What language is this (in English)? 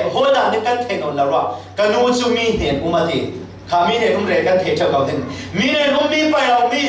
Falam Chin